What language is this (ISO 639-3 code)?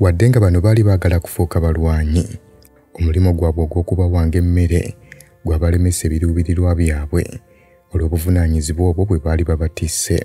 lug